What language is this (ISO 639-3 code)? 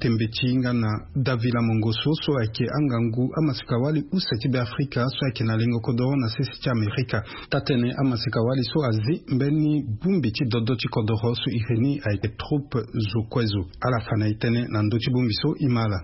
sag